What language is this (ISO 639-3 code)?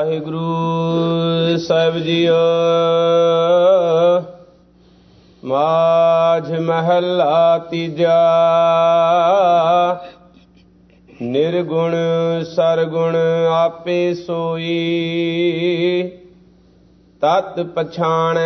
pan